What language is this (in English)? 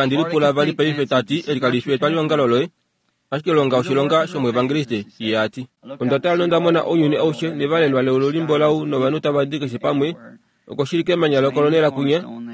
Kuanyama